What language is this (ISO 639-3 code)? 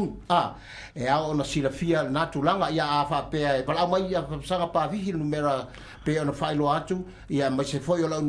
smo